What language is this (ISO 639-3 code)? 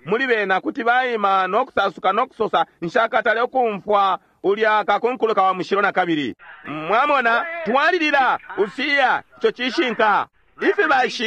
bem